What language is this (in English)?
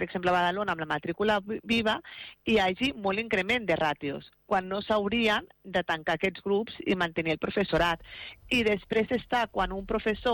Catalan